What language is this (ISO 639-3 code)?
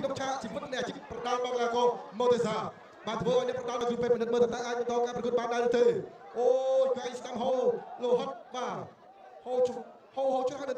khm